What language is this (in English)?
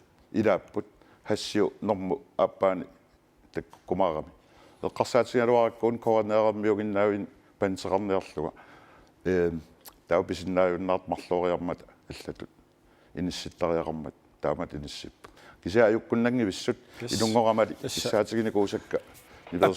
Kalaallisut